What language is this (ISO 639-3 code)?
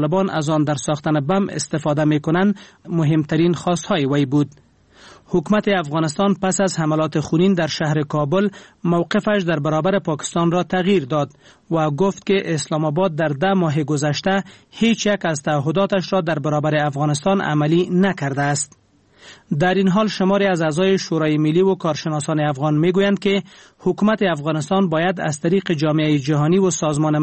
fas